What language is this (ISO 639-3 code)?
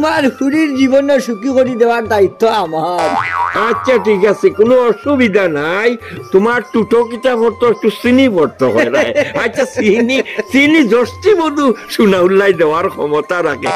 syl